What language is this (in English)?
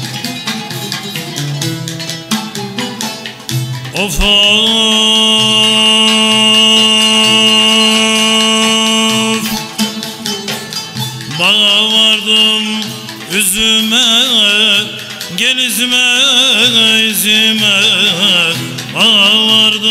Turkish